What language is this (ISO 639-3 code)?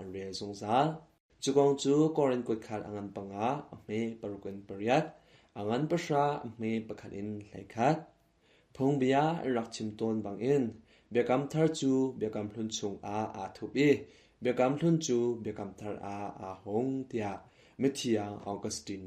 cnh